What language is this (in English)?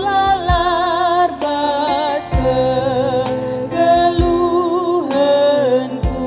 Batak Karo